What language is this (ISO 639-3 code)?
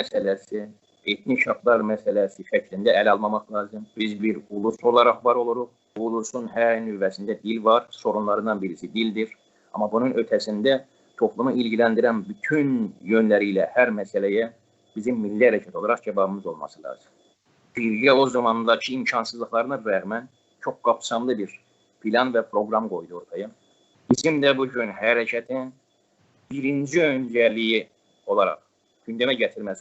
azb